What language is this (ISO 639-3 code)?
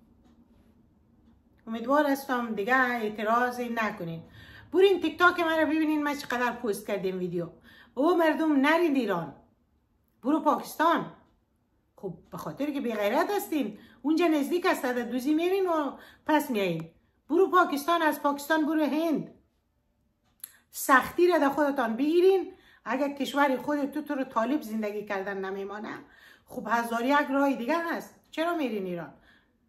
fas